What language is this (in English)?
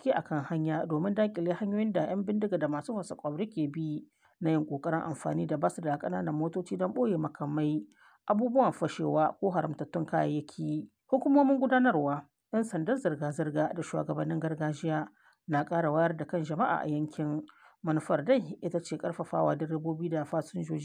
Hausa